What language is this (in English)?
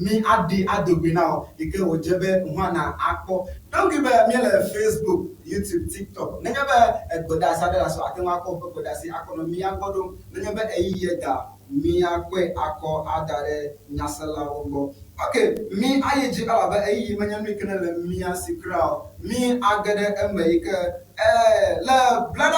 Ewe